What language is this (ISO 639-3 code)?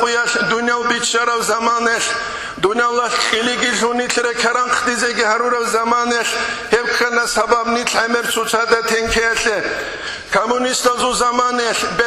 ava